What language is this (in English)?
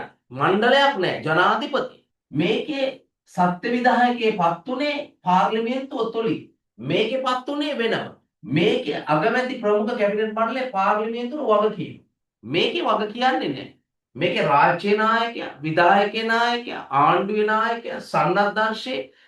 Sinhala